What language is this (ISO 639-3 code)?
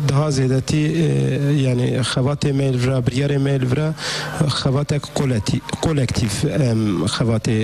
kur